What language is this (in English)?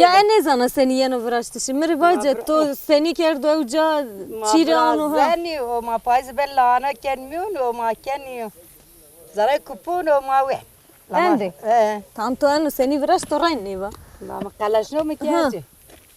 Zaza